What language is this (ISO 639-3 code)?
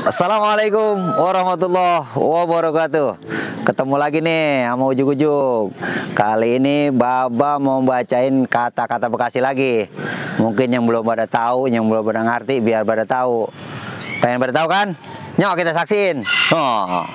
bew